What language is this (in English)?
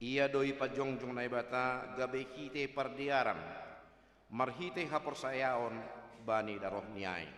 Batak Simalungun